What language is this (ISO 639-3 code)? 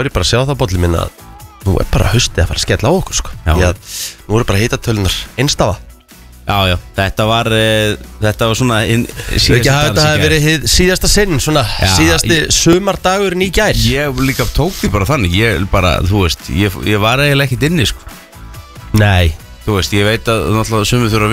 isl